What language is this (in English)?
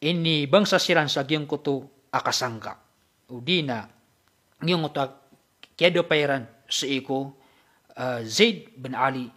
Maranao